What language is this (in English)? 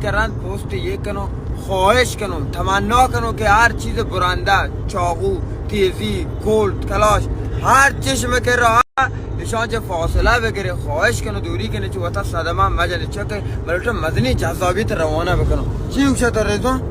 Baluchi